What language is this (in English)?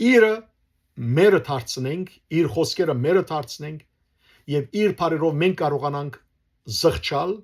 Western Armenian